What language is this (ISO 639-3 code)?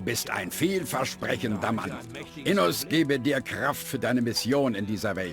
bar